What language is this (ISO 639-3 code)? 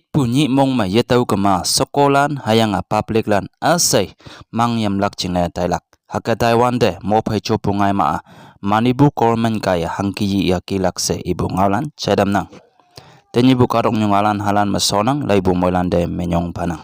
nbe